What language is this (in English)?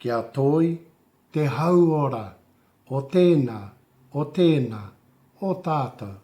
Māori